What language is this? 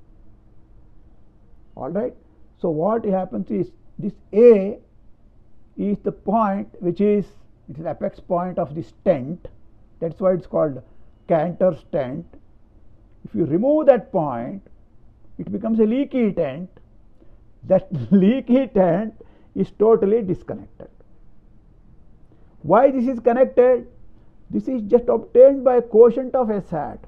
English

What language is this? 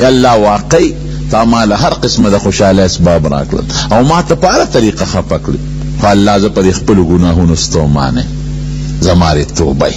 Pashto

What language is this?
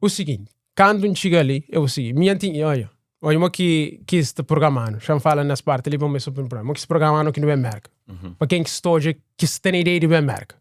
Kabuverdianu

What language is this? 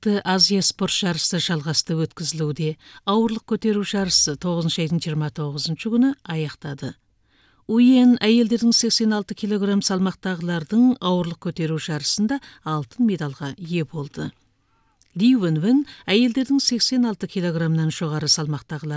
Kazakh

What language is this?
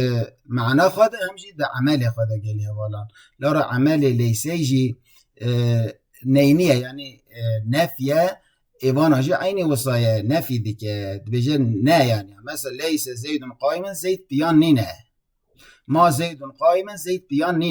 Kurdish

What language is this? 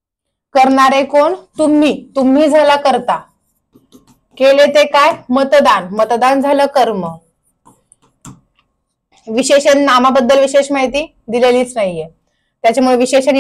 Marathi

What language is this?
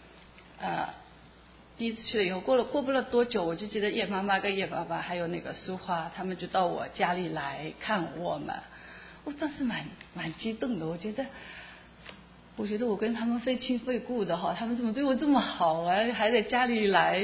Chinese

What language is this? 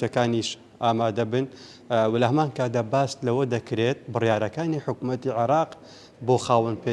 Central Kurdish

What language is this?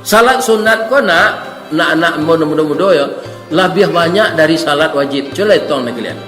Minangkabau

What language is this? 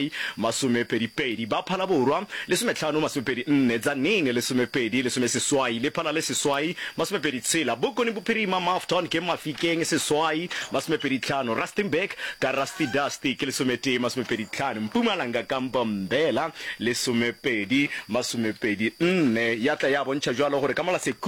Northern Sotho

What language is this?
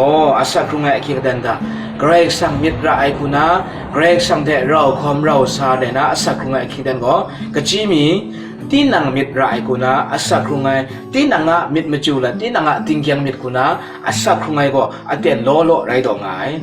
Kachin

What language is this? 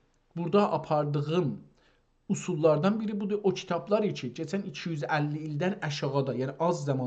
South Azerbaijani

